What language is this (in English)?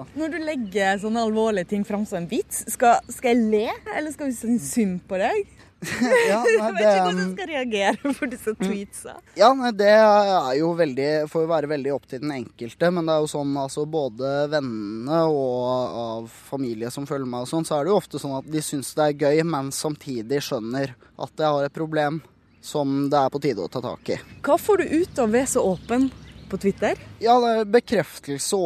Norwegian